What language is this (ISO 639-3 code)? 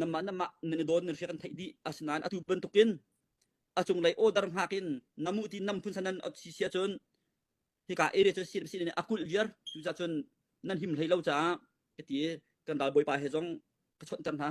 cnh